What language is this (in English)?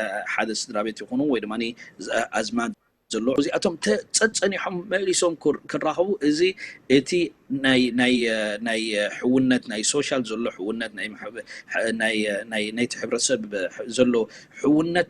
Tigrinya